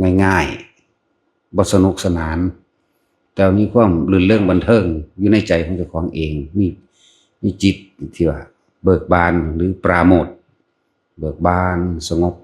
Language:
Northeastern Thai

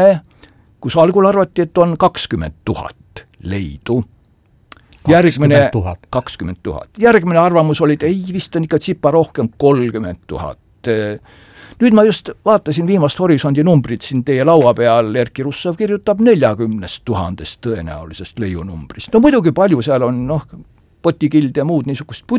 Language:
Estonian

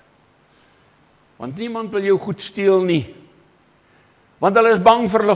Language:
Afrikaans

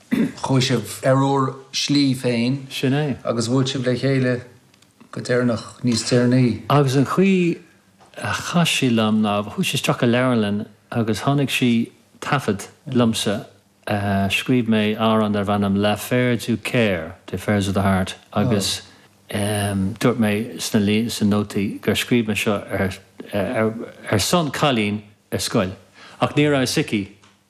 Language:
Irish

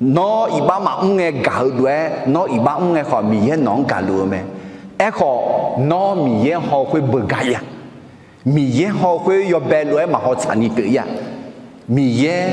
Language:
Akha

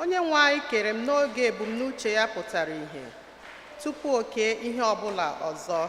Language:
Igbo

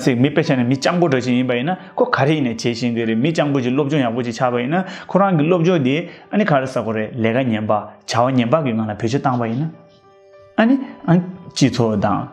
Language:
Tibetan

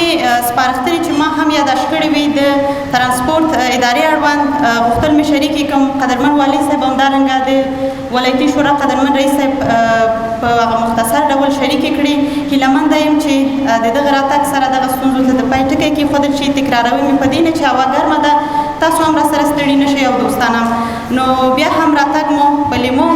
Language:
Pashto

